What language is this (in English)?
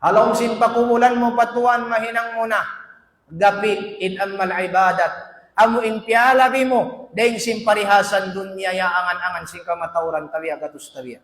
Tausug